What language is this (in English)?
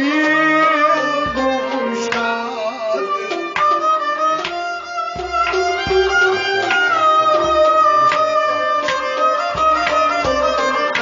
Kashmiri